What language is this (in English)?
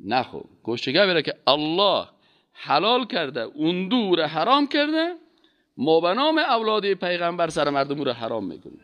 Persian